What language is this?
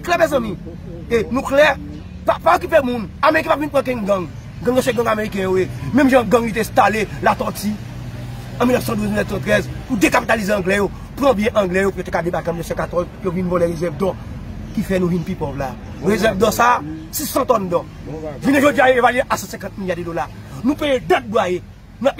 Haitian Creole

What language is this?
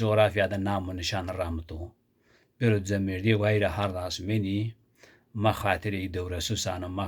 Zaza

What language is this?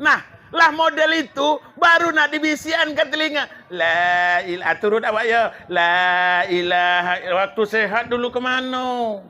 Minangkabau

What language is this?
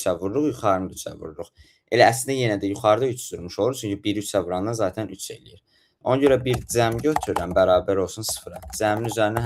Azerbaijani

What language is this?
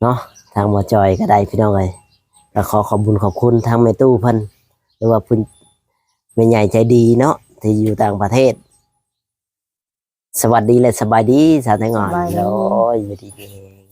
Lao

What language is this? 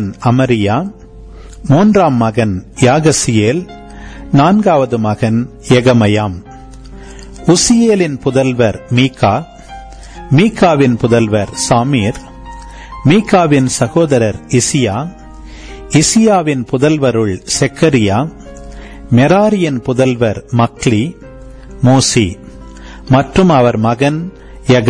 Tamil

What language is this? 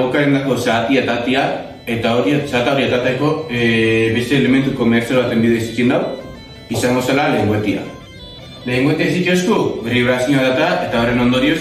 Basque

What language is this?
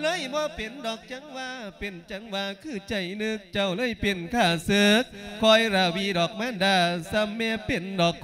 Lao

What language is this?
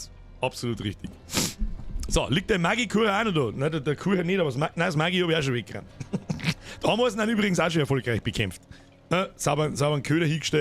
Bavarian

